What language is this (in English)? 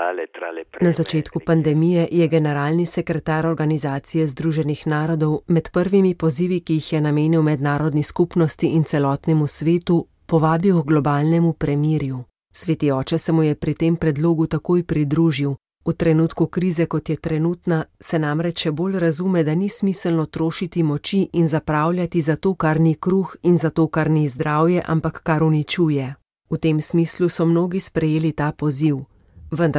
Slovenian